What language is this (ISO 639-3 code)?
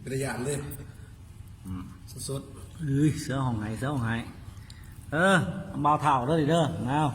lao